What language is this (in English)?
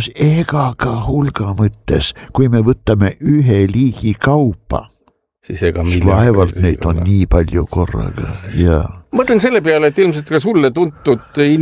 Estonian